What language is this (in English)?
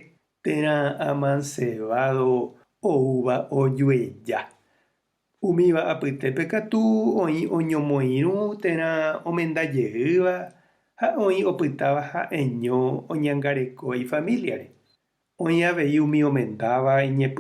Guarani